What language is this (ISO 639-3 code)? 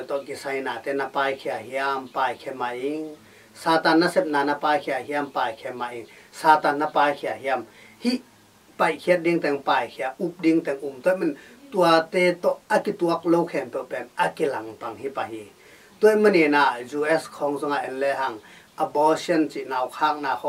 ctd